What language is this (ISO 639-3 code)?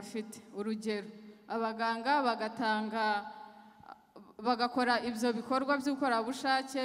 kin